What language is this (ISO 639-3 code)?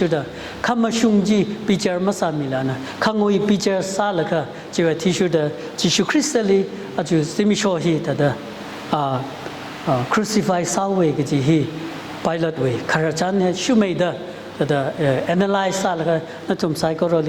nmf